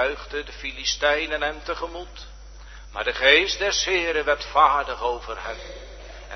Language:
Dutch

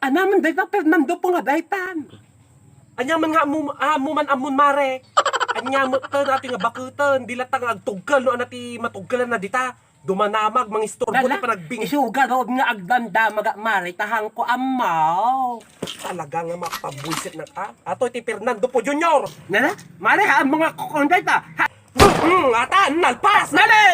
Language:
Iloko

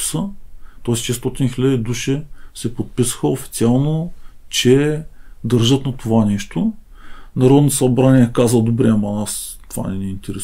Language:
Bulgarian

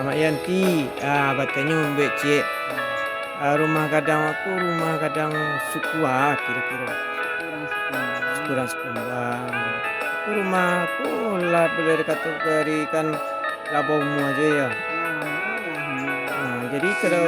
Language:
Minangkabau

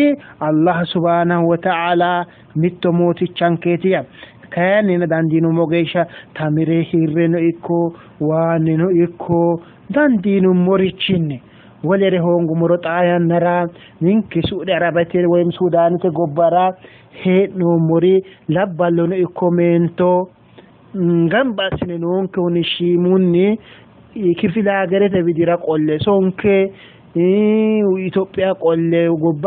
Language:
Sidamo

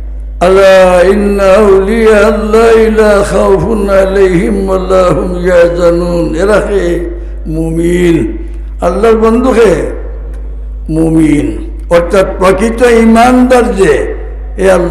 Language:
Sylheti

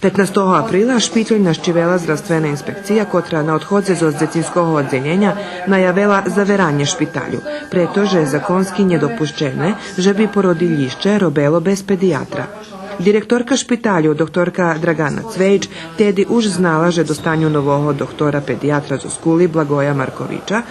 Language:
Rusyn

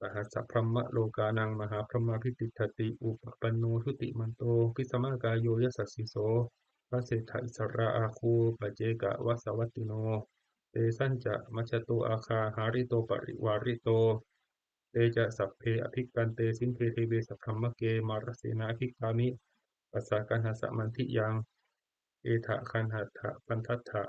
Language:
Pali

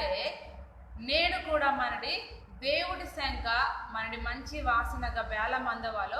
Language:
Koya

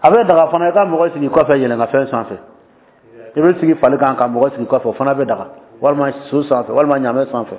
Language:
Dyula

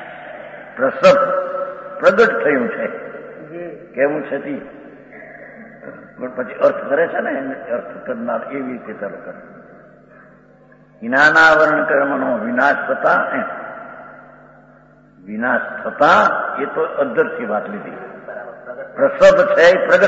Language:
Gujarati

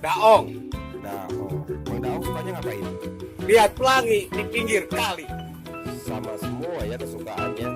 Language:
Betawi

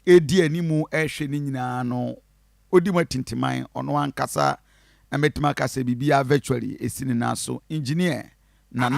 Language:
Akan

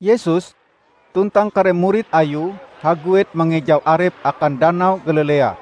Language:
Ngaju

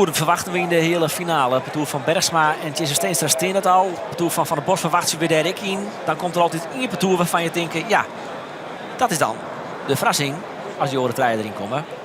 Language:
Western Frisian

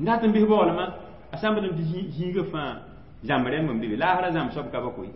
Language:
Mossi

